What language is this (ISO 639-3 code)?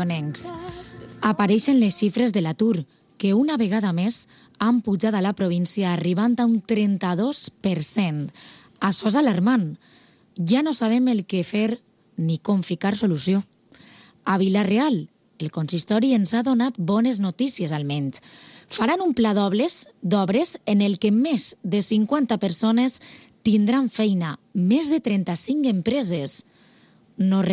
cat